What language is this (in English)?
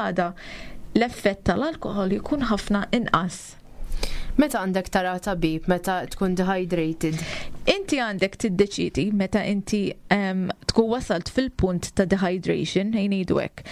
Maltese